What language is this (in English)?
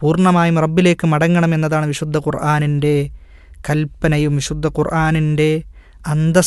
Malayalam